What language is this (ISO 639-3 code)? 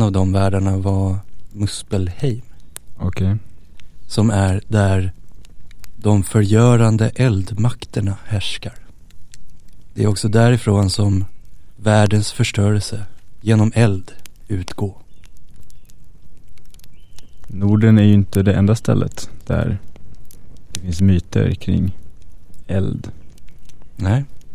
swe